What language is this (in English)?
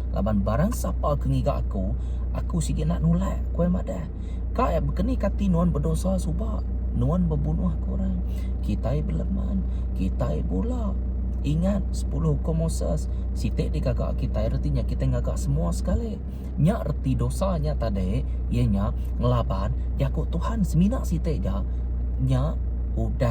Iban